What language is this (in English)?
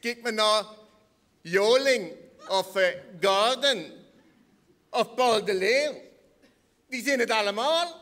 Limburgish